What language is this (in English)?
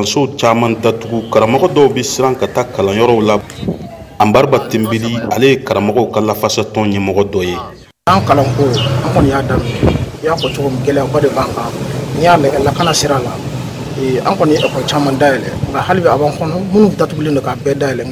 Bambara